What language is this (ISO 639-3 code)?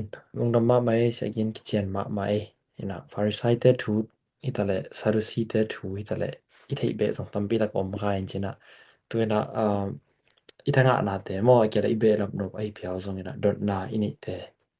ctd